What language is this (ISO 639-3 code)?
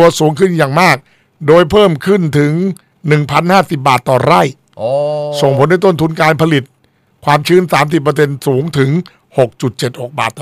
tha